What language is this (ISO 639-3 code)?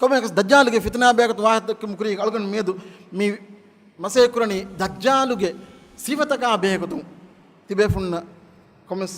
div